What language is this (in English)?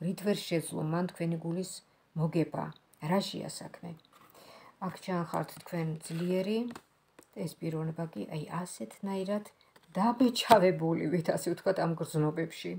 Georgian